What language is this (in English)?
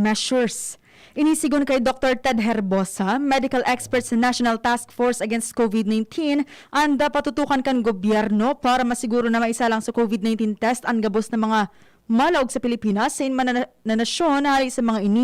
Bikol